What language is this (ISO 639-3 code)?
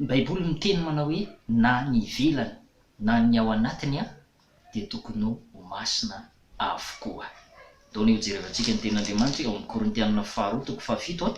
mlg